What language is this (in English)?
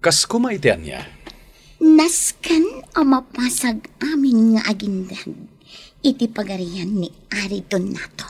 Iloko